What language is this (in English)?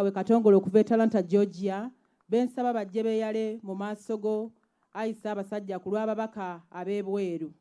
Ganda